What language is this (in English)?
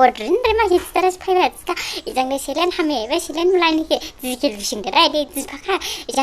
Dimasa